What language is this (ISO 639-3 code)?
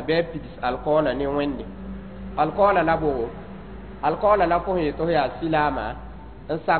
mos